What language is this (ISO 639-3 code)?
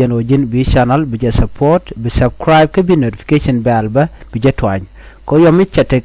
nus